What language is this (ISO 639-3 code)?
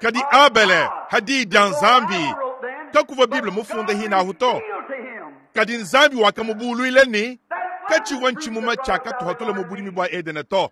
lua